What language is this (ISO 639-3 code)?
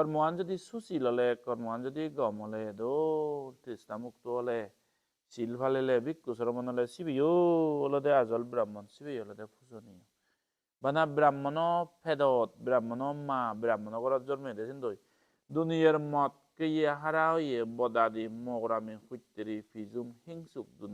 ccp